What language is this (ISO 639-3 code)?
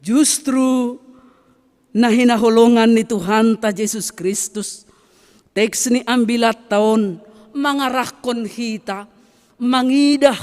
bts